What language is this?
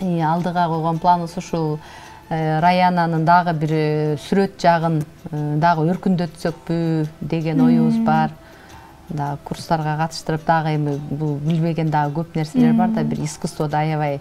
Kyrgyz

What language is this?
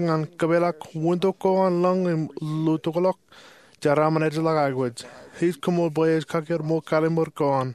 Marshallese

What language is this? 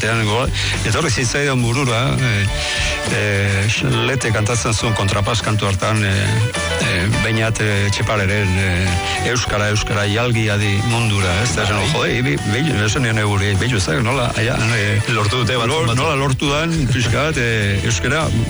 Basque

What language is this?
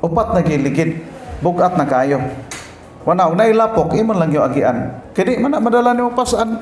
Cebuano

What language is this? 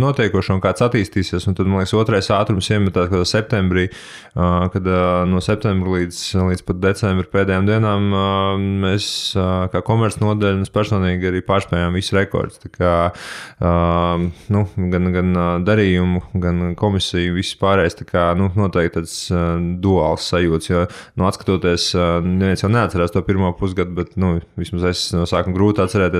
Latvian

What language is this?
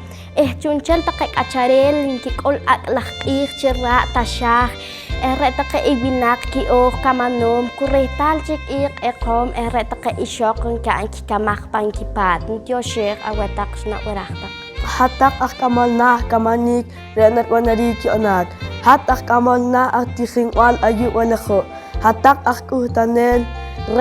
Poqomchi'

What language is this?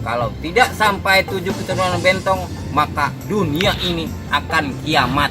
Betawi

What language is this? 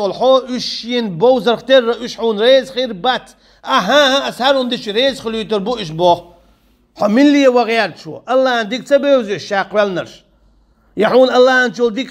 Chechen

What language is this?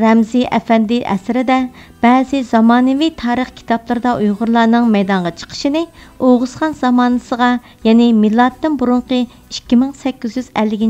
Uyghur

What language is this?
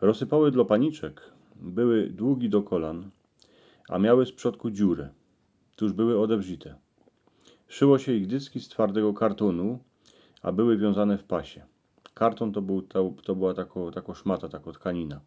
Silesian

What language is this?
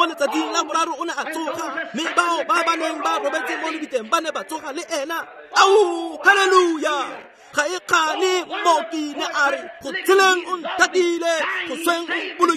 Tswana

